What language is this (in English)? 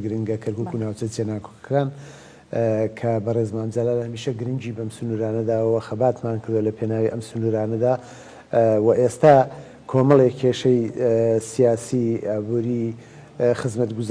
Central Kurdish